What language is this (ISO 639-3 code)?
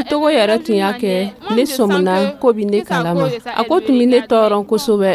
dyu